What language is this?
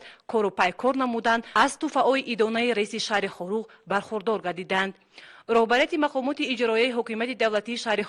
Tajik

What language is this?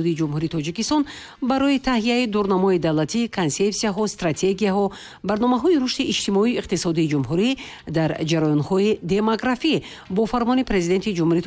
Tajik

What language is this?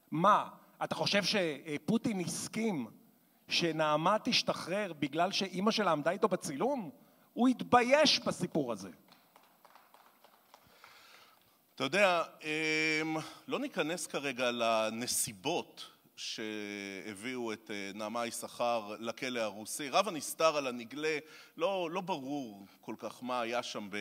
Hebrew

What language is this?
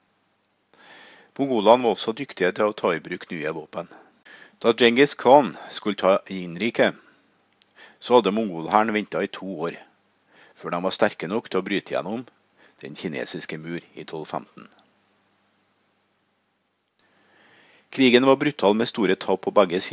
Norwegian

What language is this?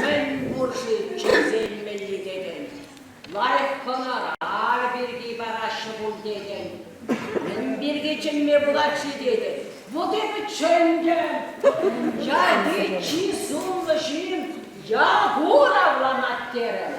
Chuvash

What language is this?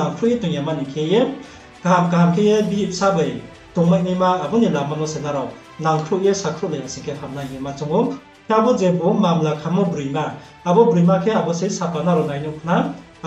Riang (India)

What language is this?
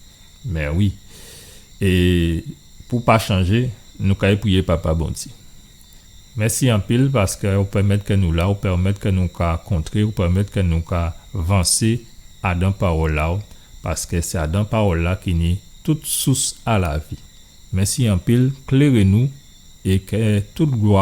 Guadeloupean Creole French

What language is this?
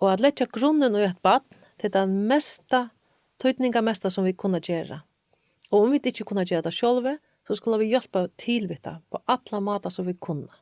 Faroese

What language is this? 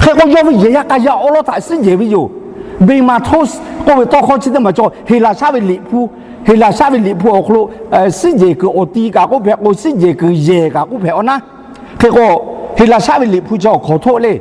Lahu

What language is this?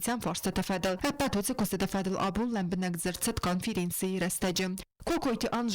Ossetic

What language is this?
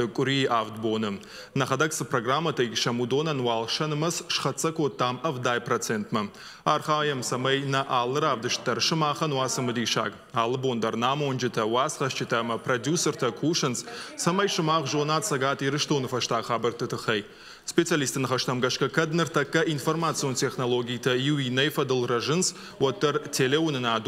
Ossetic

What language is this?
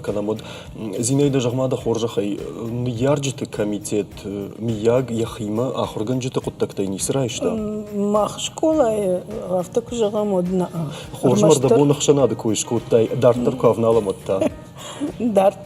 Ossetic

